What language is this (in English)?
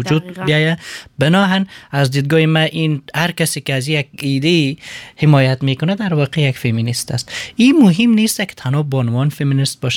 Persian